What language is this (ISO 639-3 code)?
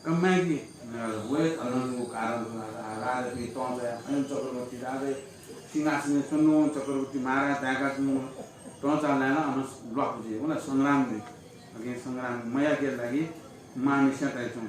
new